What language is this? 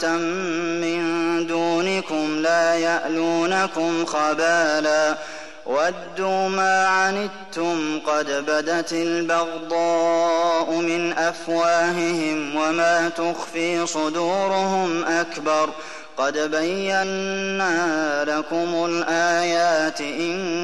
Arabic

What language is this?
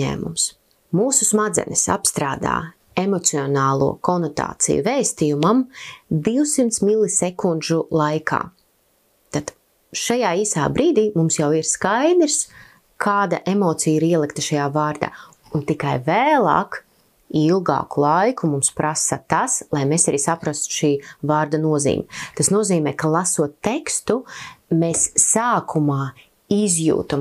Latvian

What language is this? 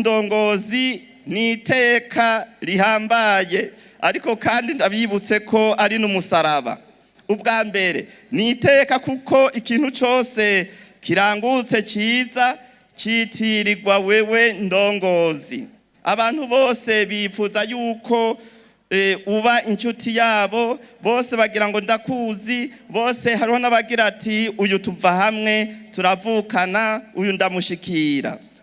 Rundi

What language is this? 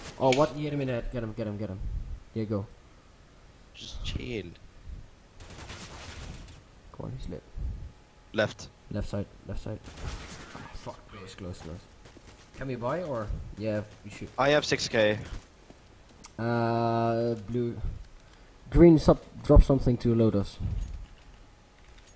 English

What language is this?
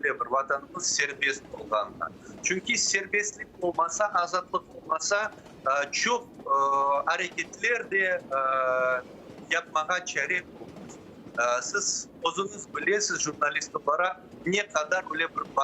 Crimean Tatar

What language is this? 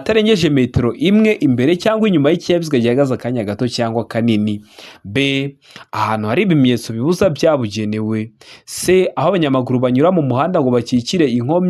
Kinyarwanda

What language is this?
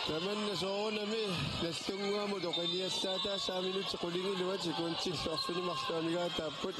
Kalaallisut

